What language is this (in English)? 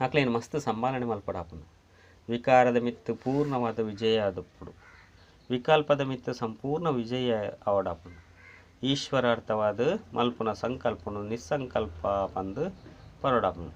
Tulu